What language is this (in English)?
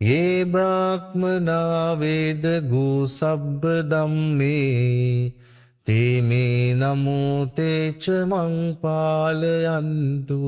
Pali